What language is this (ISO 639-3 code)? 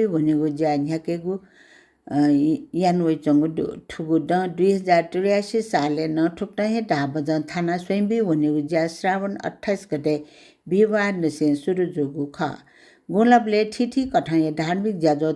new